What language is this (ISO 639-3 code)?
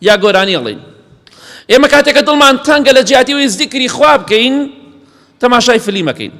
ckb